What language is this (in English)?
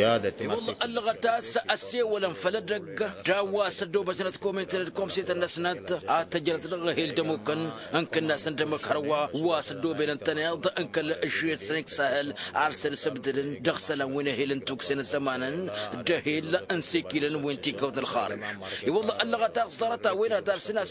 Tamasheq